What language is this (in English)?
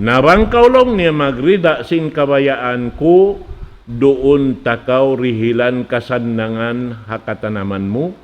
Tausug